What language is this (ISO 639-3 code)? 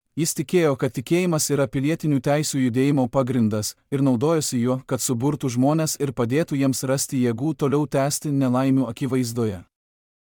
lit